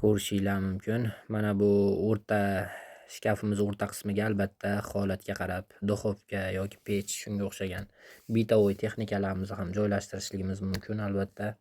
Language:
Uzbek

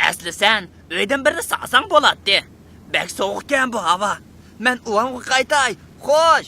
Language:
Uyghur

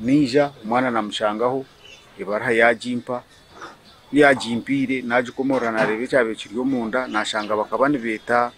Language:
Nyankole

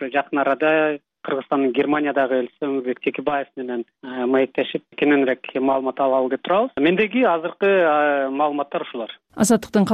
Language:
Kyrgyz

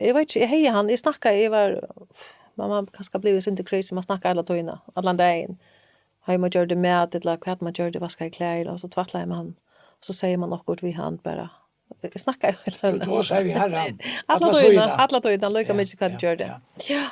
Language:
Faroese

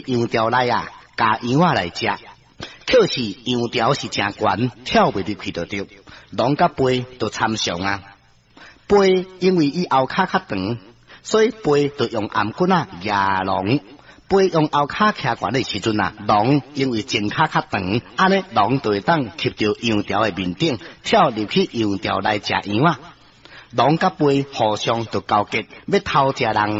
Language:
Min Nan Chinese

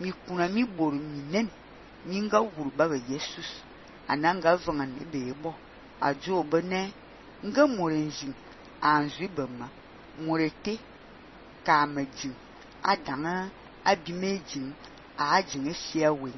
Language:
Fang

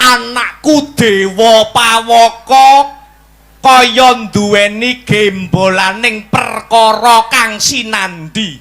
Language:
Javanese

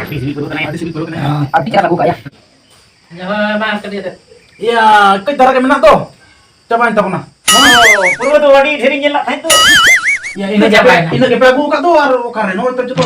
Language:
Santali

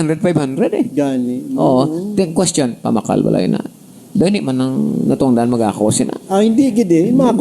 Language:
Hiligaynon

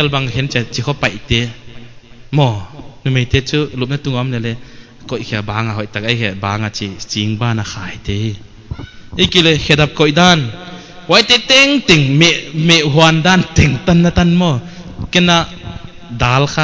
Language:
Paite Chin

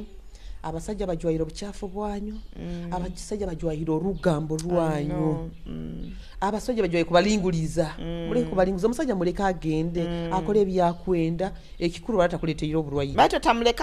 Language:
Nyoro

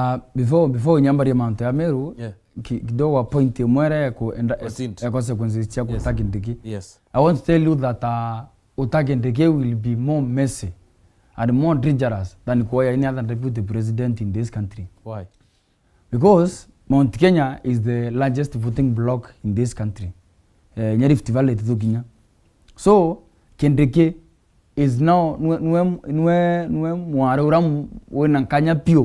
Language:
Meru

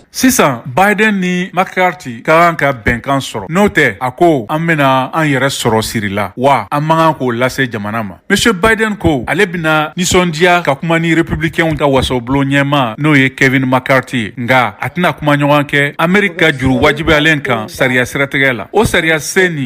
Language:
Bambara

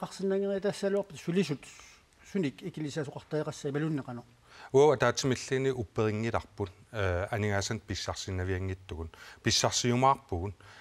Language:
Kalaallisut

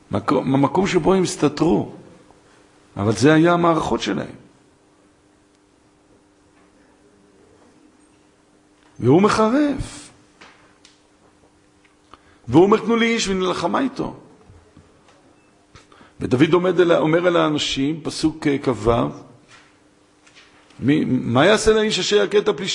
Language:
Hebrew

